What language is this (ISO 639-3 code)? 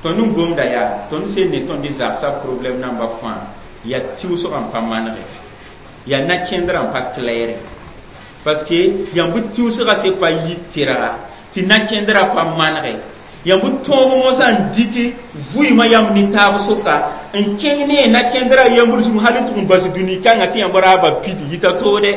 mos